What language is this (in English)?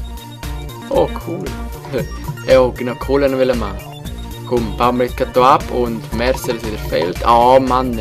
Swiss German